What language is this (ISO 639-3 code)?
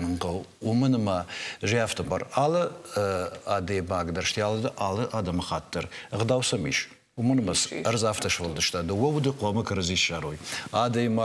oss